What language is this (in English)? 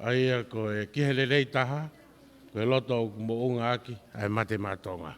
Tongan